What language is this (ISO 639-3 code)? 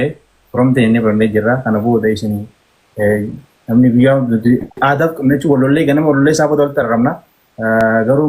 orm